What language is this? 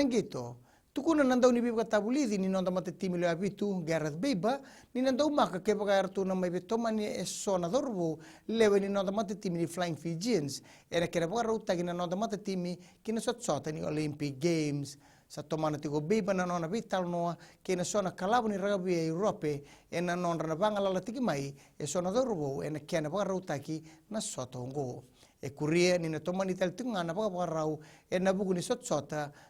Fijian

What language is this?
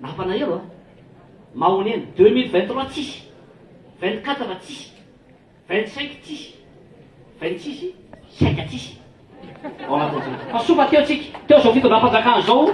Malagasy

